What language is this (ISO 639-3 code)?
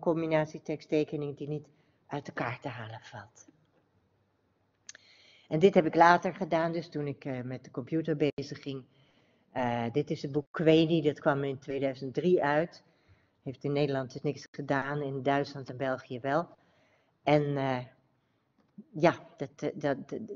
nld